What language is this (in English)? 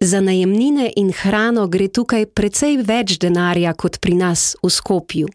Slovenian